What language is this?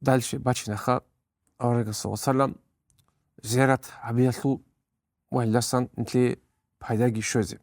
Avaric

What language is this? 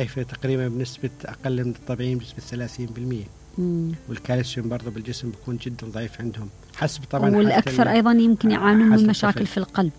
Mesopotamian Arabic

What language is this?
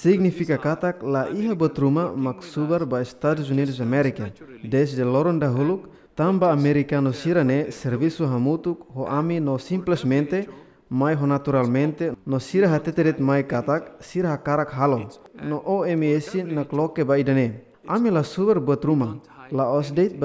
Tetum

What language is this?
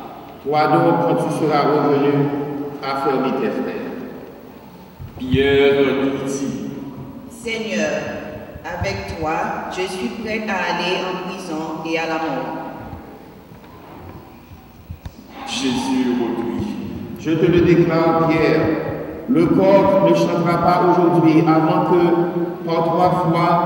French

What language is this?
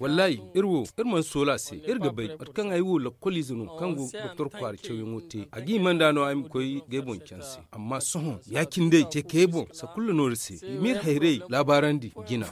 Zarma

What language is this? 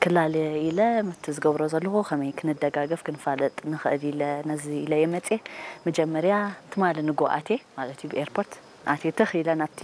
Tigrinya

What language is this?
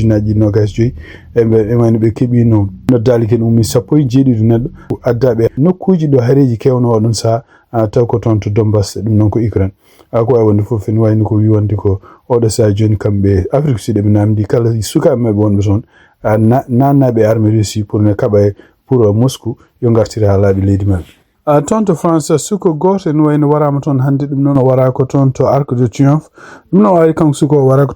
Fula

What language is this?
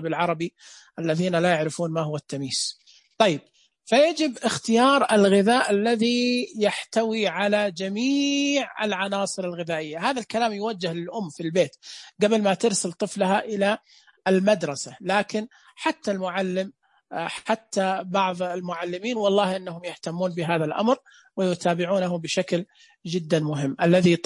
Najdi Arabic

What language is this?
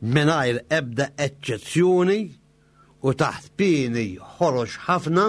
Maltese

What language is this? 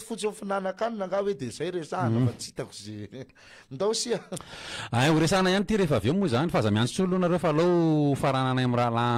Malagasy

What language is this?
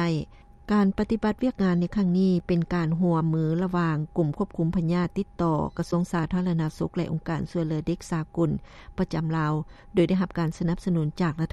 Lao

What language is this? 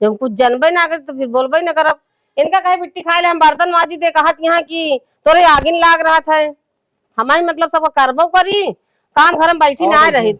Awadhi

